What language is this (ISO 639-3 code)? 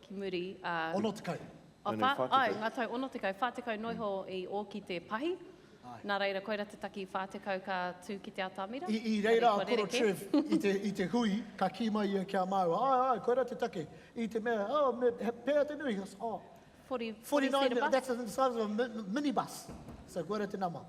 mri